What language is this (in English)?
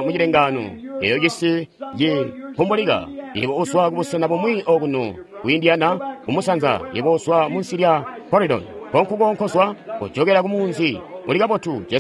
Tonga (Zambia)